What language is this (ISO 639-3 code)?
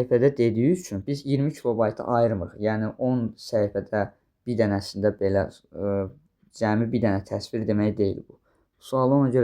aze